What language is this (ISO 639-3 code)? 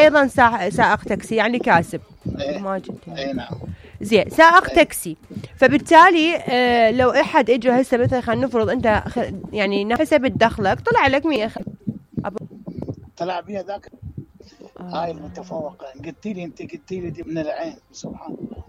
acm